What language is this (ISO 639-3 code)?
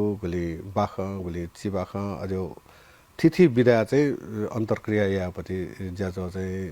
new